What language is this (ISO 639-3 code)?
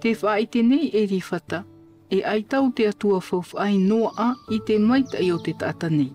tah